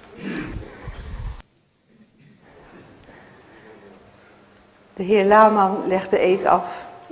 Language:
Dutch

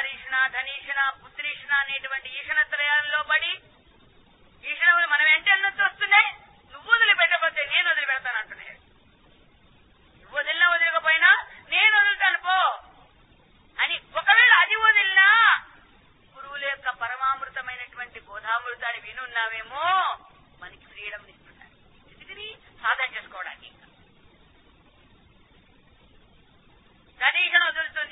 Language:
Telugu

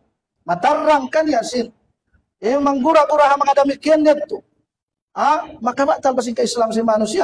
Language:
Tausug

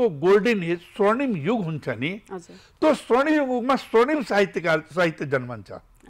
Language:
Nepali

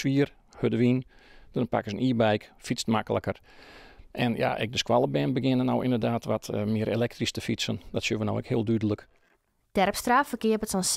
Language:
Western Frisian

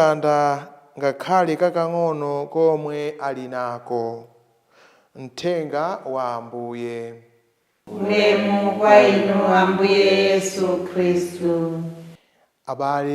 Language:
Nyanja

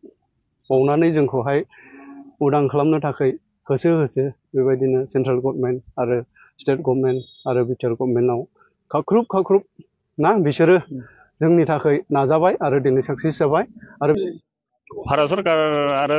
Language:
Bodo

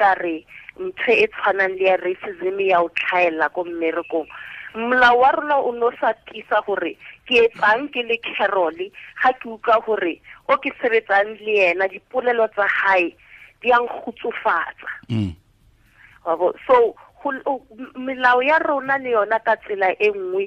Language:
Tswana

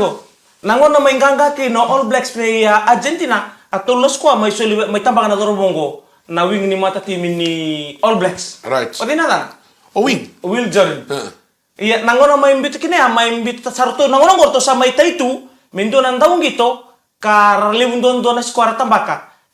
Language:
Fijian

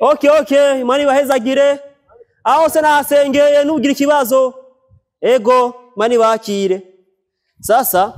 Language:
Rundi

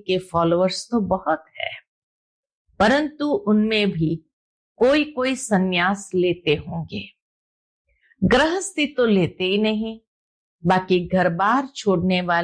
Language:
Hindi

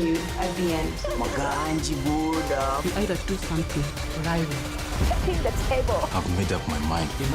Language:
Meru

